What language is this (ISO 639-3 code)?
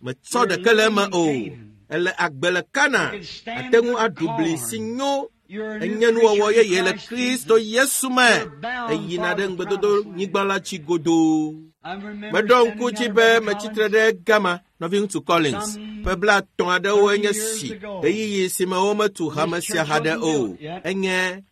ewe